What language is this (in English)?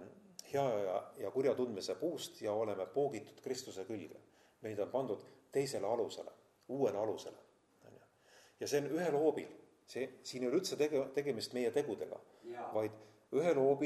Estonian